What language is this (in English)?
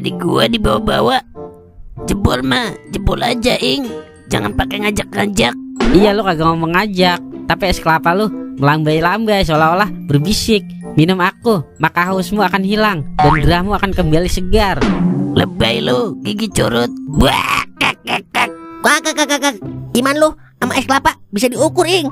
Betawi